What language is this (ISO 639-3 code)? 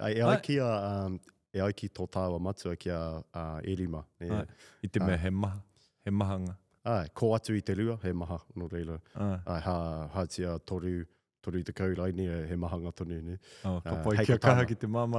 mri